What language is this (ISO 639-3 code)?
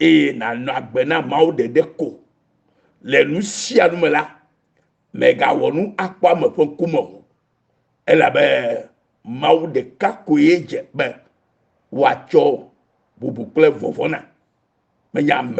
ewe